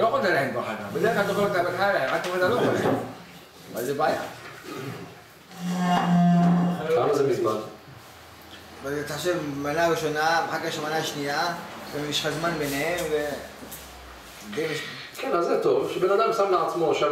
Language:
Hebrew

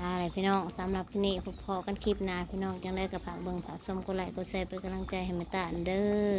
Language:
Northeastern Thai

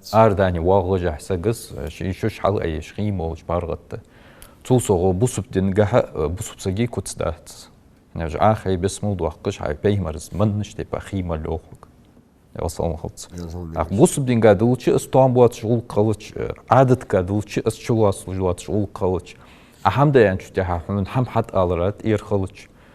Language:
Ingush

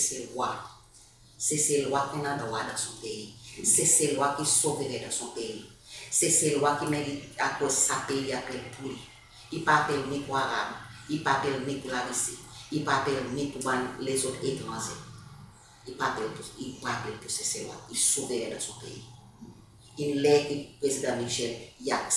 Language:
Seselwa Creole French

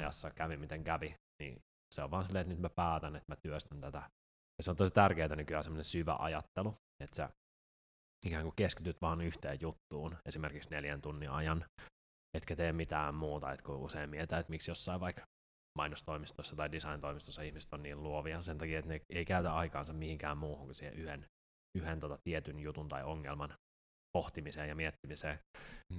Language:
Finnish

